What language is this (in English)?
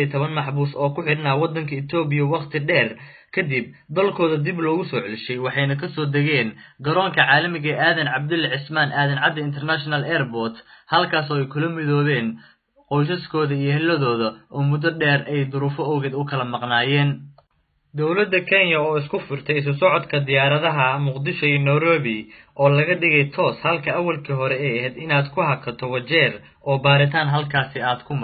Somali